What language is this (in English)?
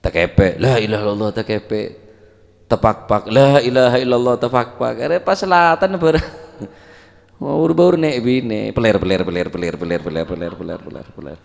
Madurese